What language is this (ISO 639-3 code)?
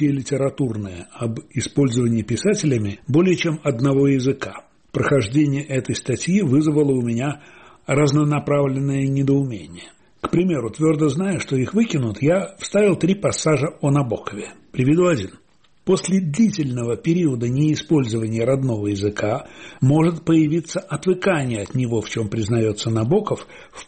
rus